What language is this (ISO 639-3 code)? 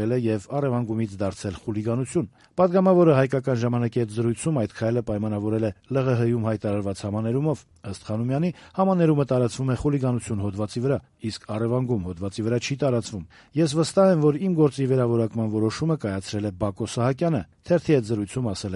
hye